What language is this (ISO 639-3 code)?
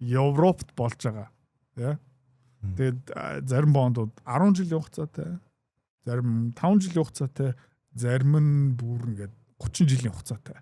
mon